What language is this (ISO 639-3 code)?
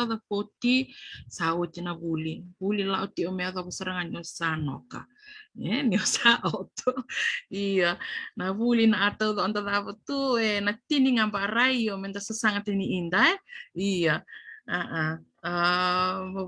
fij